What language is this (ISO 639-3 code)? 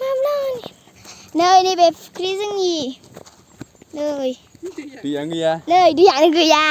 brx